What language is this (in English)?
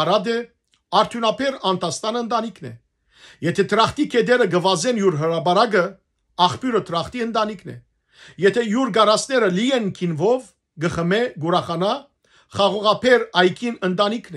Western Armenian